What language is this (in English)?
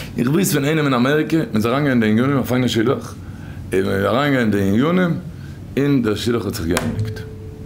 Yiddish